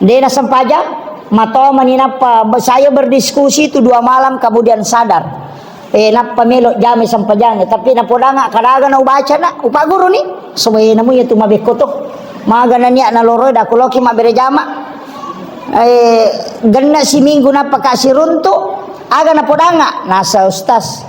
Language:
Buginese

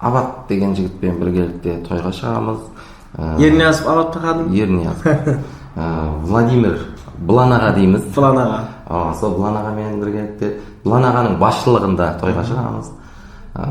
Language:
Kara-Kalpak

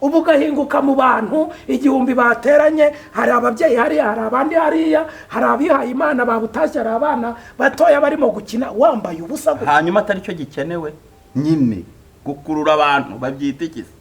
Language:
Kinyarwanda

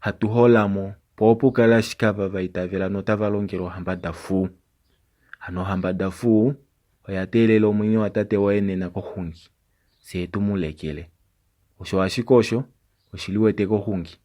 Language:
Kuanyama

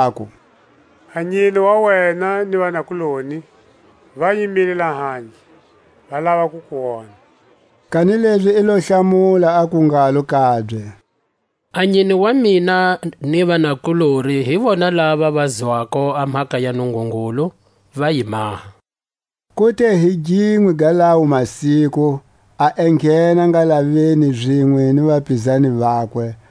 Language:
Tswa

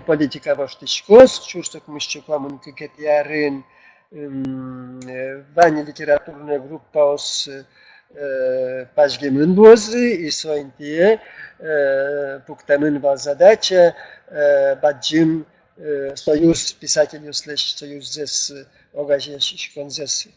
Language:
Udmurt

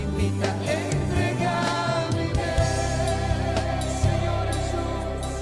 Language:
Papiamento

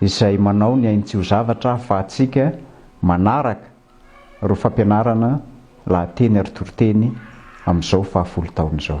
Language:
Malagasy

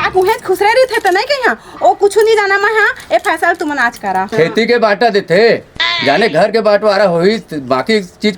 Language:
Chhattisgarhi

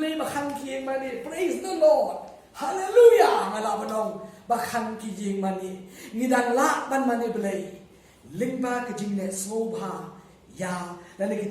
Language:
Khasi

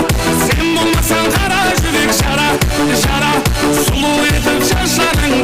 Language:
Kara-Kalpak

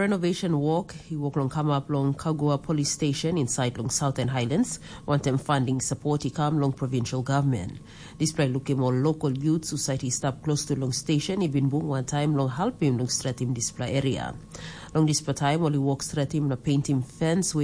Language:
Tok Pisin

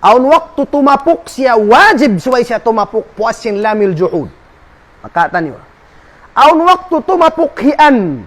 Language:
Tausug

